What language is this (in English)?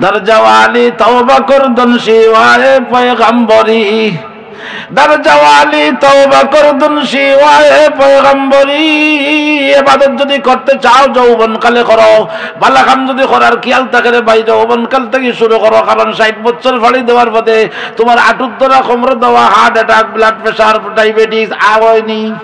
Sylheti